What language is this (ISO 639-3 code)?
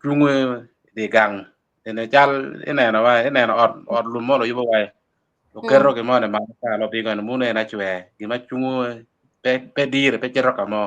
ach